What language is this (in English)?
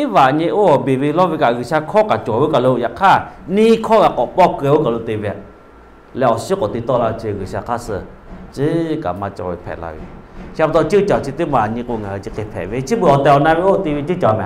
Lahu